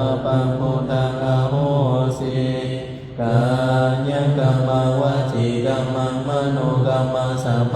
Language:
Pali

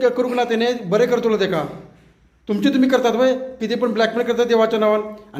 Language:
Konkani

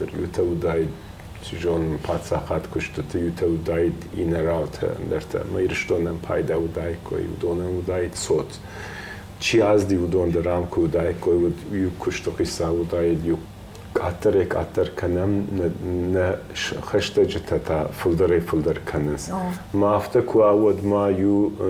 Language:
Ossetic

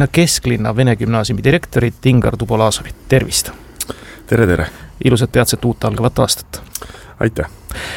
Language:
Estonian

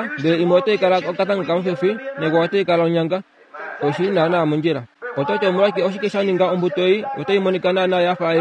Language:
Kuanyama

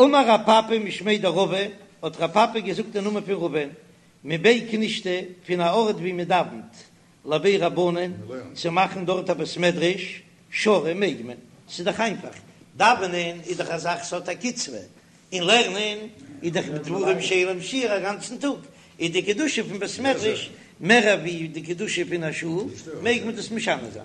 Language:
Yiddish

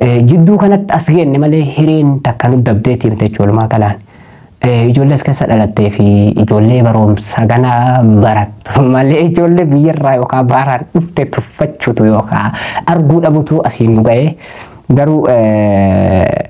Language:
Oromo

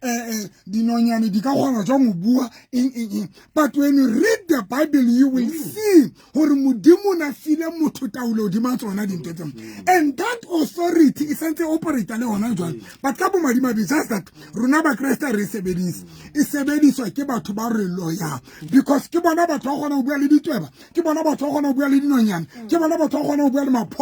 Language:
Southern Sotho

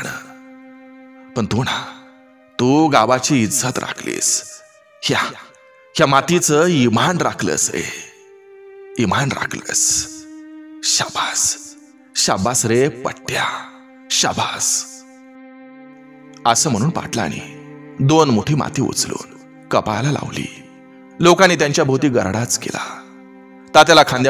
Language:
Marathi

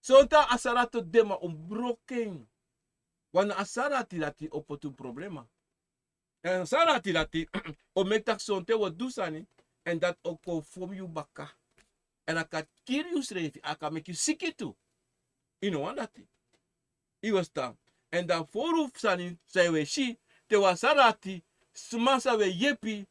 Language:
Sranan Tongo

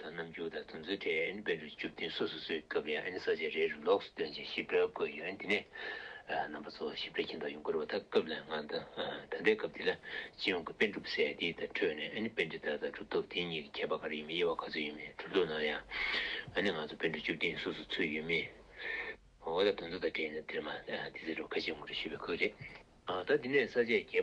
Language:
Tibetan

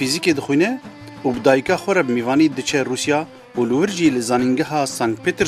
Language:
Kurdish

